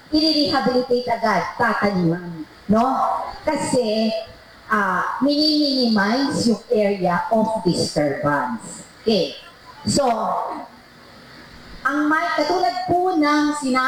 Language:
Filipino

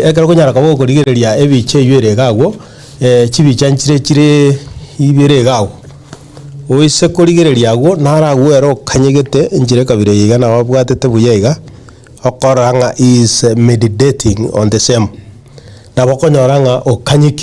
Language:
Gusii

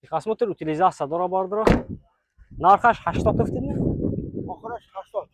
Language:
Tajik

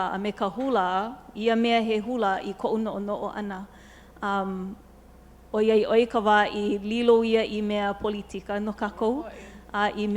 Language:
Hawaiian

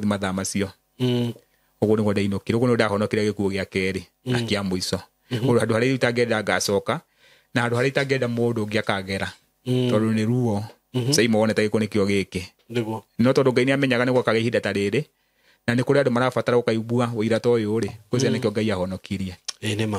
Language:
Kikuyu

